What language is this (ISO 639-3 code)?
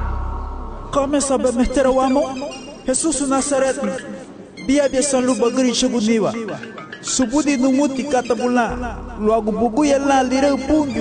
cab